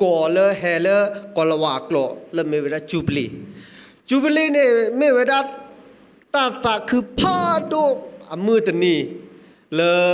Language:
S'gaw Karen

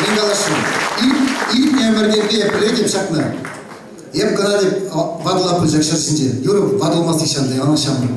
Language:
Chuvash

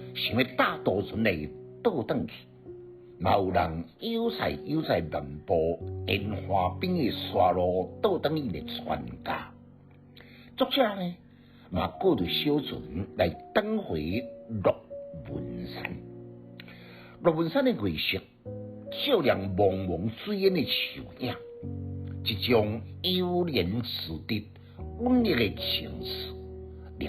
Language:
Min Nan Chinese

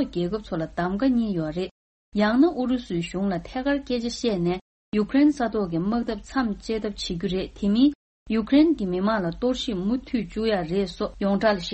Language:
Tibetan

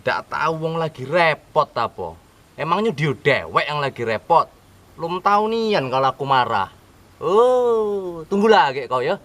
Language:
Musi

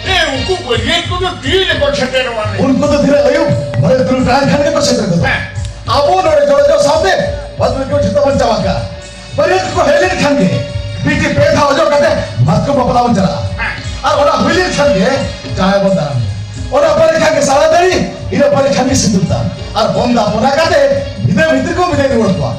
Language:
Santali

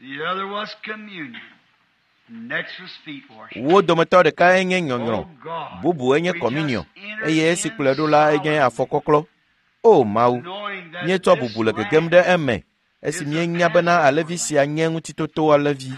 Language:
Ewe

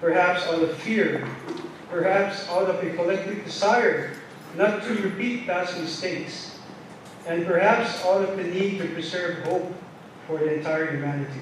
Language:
Pohnpeian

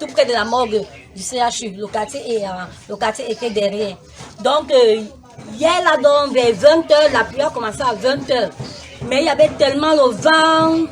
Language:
Cameroon Pidgin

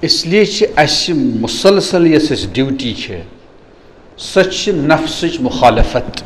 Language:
Kashmiri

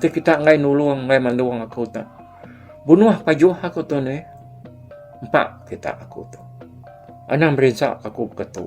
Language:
Iban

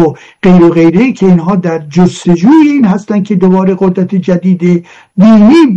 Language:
Persian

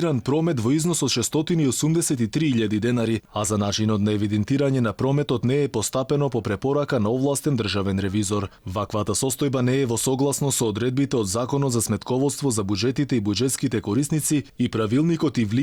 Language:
Macedonian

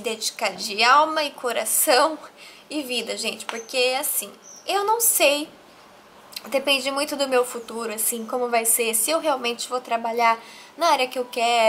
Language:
Portuguese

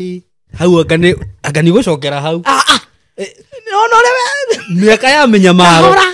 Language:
Kikuyu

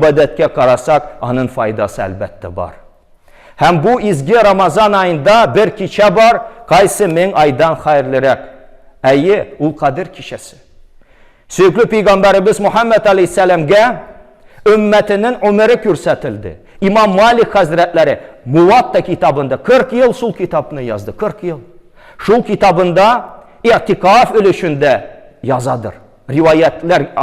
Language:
Tatar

